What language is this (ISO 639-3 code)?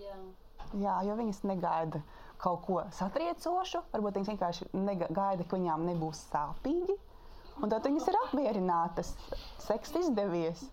lav